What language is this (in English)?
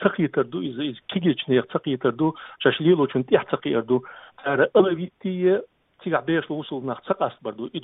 Chechen